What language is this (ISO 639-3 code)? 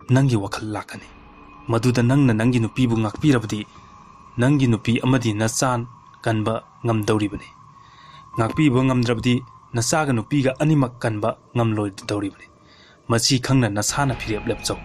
mni